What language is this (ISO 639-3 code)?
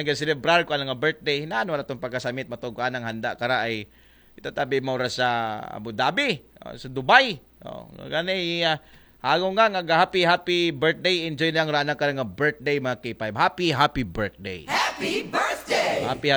akl